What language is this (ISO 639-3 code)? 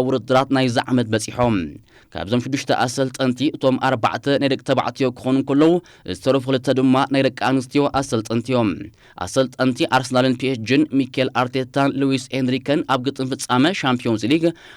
tir